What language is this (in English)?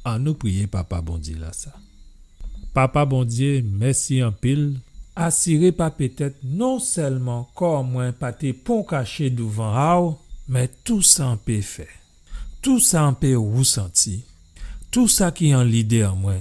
Guadeloupean Creole French